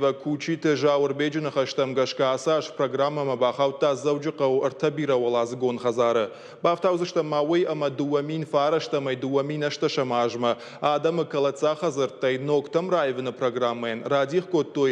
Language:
Ossetic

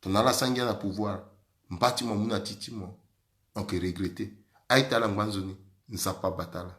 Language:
Sango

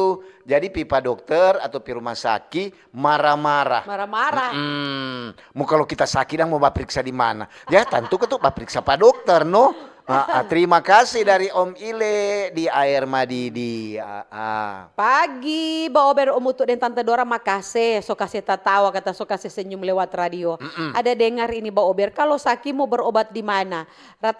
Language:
Manado Malay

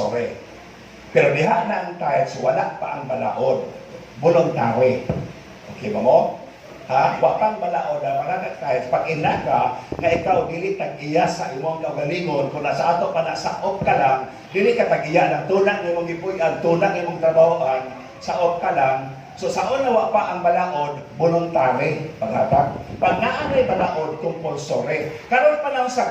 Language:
Cebuano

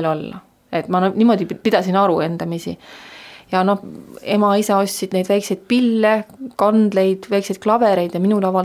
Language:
Estonian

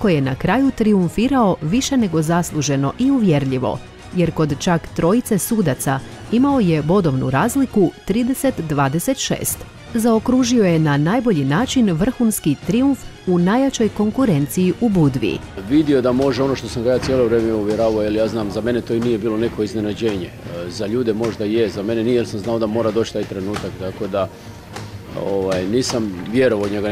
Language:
Croatian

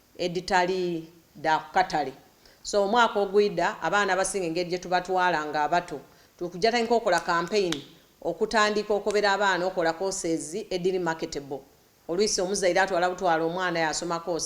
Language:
Soga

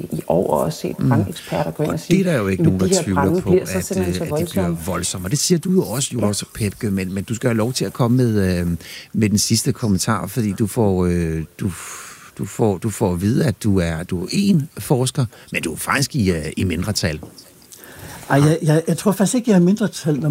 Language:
Danish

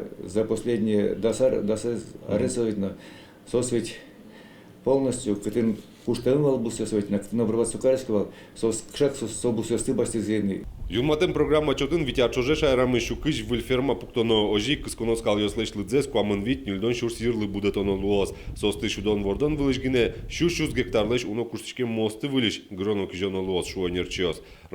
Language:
Udmurt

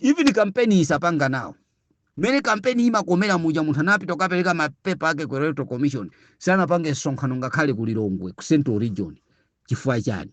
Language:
Nyanja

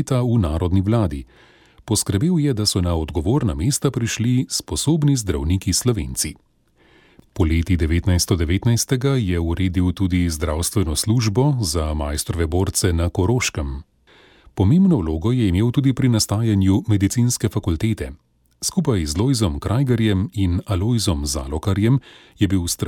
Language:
Slovenian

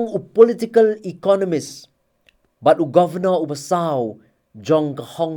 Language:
Khasi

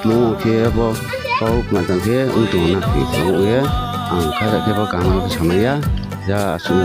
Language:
Riang (India)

